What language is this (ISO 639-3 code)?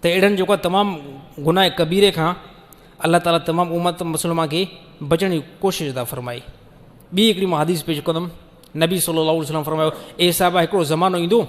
snd